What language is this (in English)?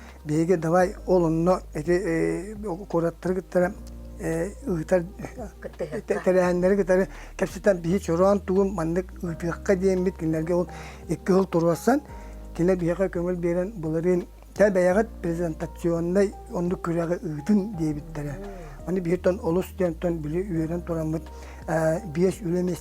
Yakut